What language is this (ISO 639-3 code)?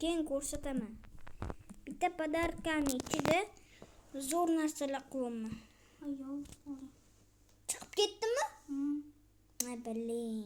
uzb